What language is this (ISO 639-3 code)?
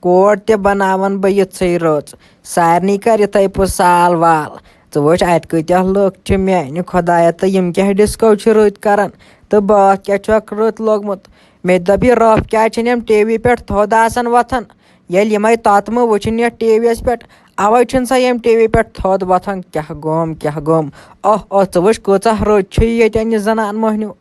kas